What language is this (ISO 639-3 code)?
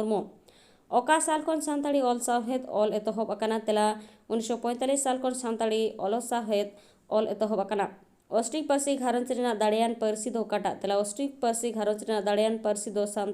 sat